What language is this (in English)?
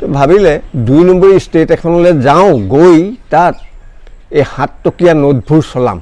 Assamese